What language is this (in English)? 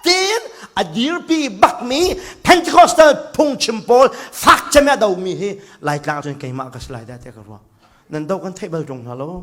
Hakha Chin